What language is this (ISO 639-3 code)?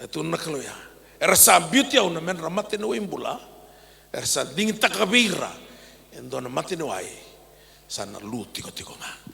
fij